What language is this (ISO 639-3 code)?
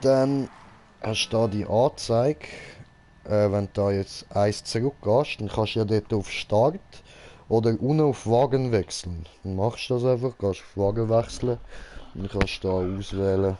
gsw